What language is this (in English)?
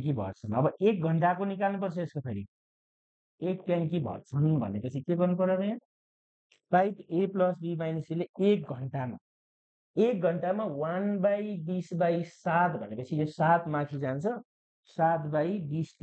Nepali